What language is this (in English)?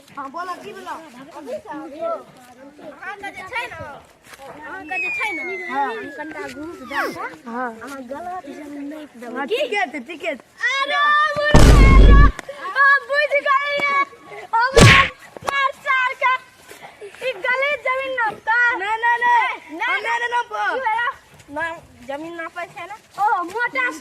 Maithili